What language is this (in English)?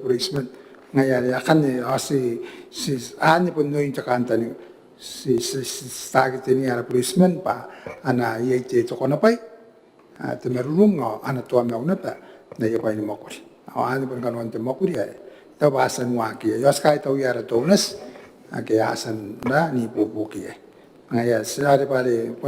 Gilbertese